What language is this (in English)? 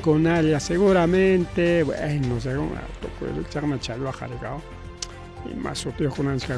Ayacucho Quechua